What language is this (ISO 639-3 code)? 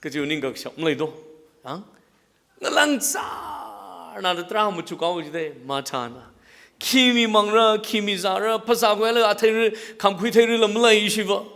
nmf